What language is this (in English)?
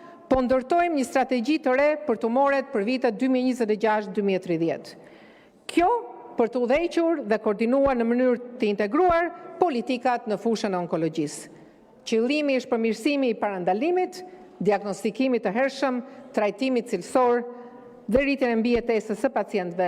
Albanian